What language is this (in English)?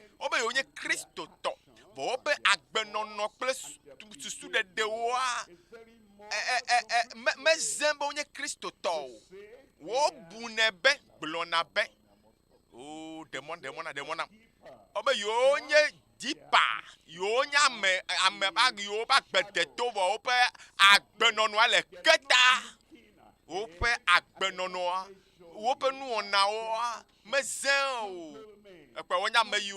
Ewe